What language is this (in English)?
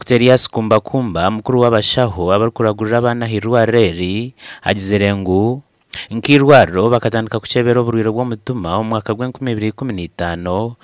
Nyankole